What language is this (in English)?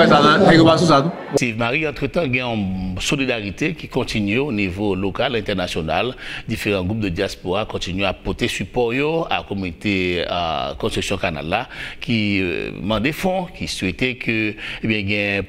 Haitian Creole